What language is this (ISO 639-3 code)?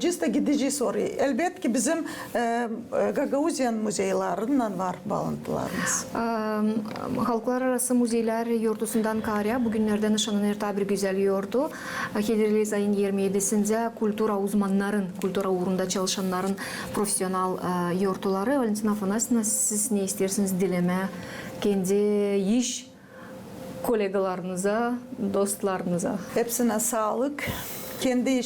gag